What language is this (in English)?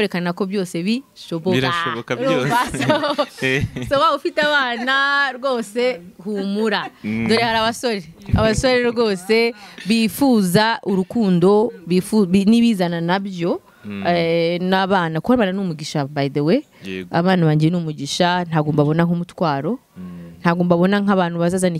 Kinyarwanda